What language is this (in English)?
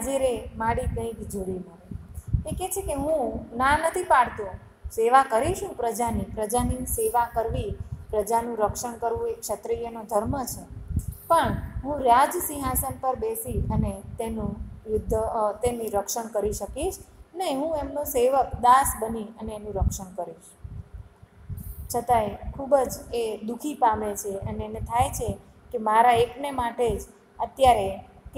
Gujarati